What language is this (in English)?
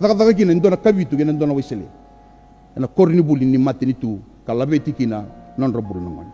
Fijian